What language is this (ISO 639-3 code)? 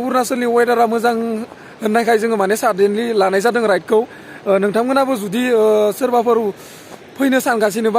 brx